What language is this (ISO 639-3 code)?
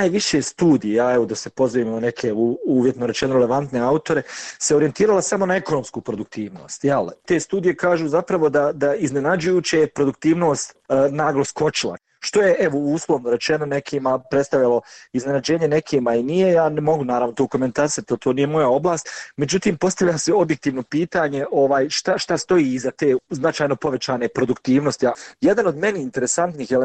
bos